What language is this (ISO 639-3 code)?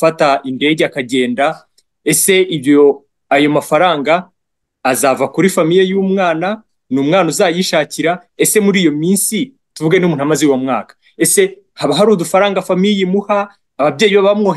kin